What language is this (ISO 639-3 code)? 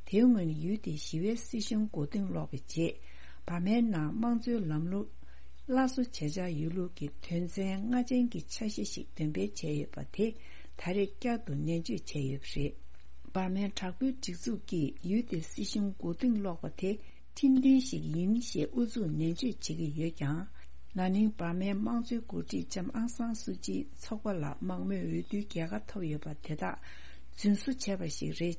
bod